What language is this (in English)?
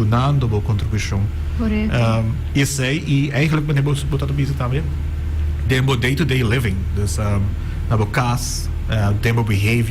Papiamento